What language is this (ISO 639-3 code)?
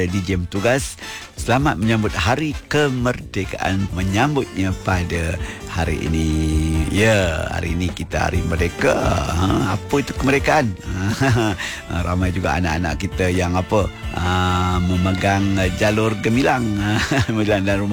msa